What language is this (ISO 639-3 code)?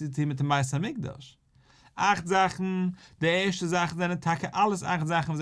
yid